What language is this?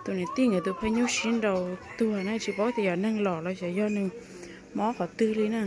Hmong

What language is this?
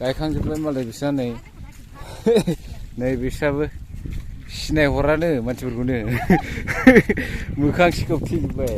Bodo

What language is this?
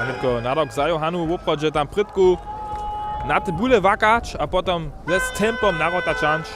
Upper Sorbian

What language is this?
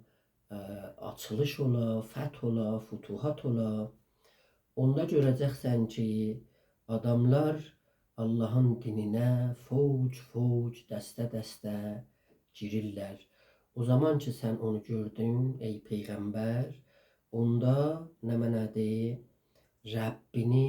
South Azerbaijani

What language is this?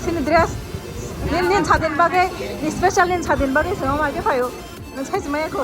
Kok Borok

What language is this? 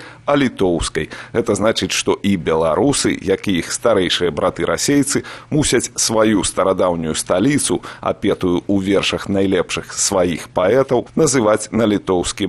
Belarusian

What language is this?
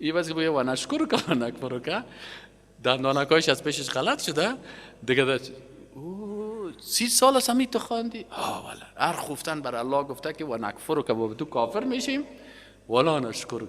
Persian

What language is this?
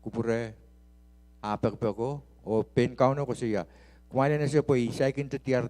Pohnpeian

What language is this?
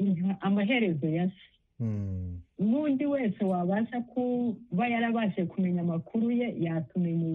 Kinyarwanda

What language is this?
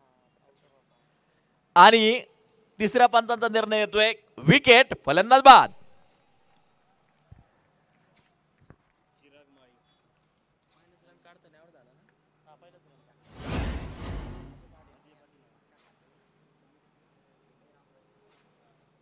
Marathi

